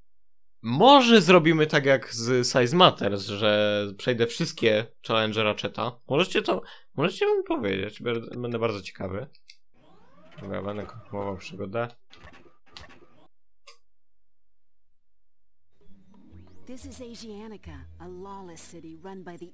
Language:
Polish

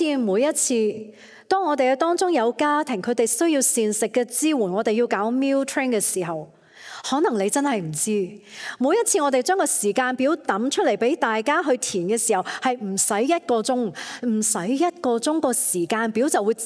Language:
Cantonese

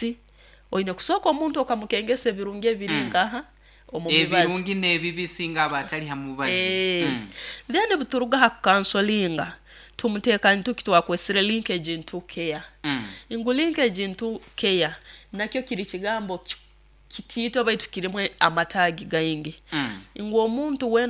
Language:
Nyoro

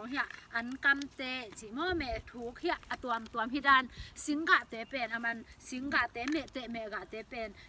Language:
Tedim Chin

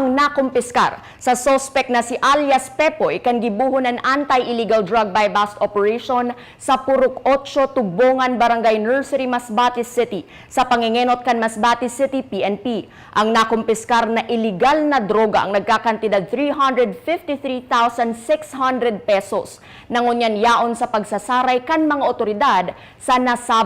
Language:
Bikol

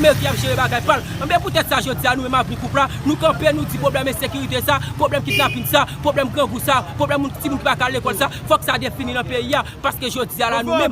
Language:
Haitian Creole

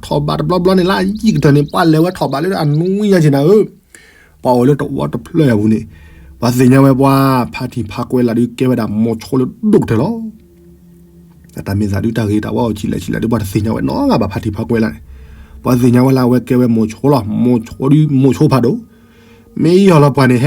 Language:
S'gaw Karen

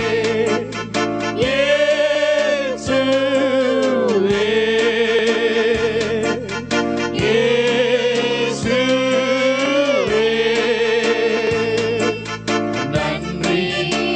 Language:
Tamil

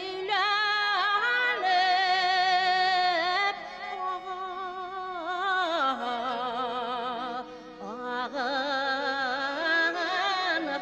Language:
Bashkir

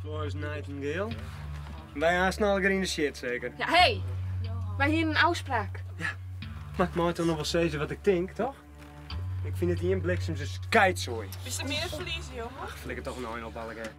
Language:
Western Frisian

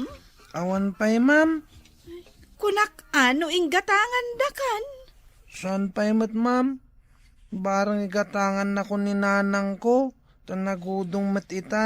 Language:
Iloko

